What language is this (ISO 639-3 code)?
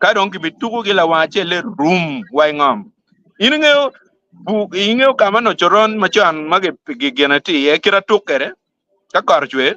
ach